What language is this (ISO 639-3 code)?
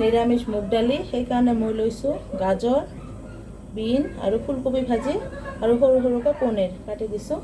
asm